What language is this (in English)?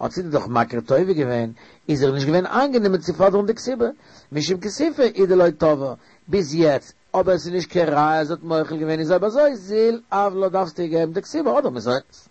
Yiddish